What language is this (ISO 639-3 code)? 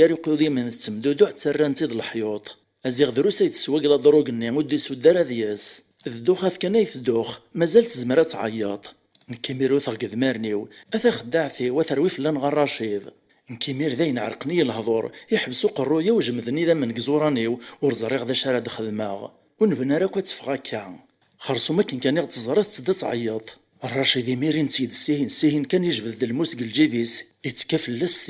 kab